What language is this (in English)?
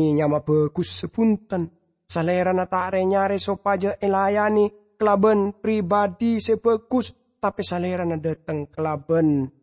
Madurese